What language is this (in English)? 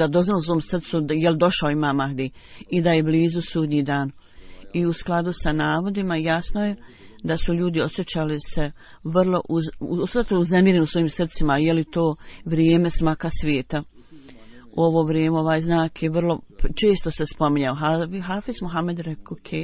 Bosnian